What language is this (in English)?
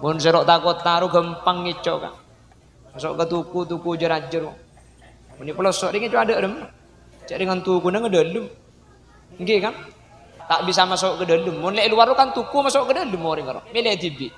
Madurese